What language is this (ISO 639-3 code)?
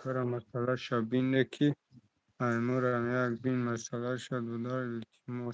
tgk